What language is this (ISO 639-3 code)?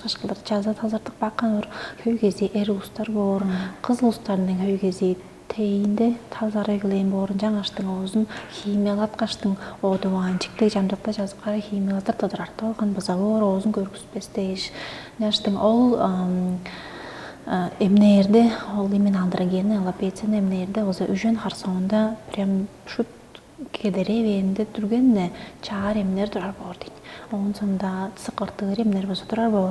tyv